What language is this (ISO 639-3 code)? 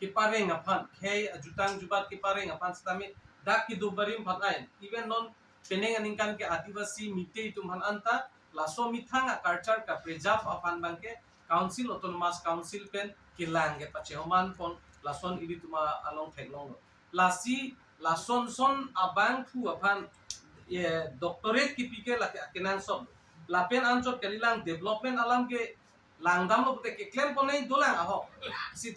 mjw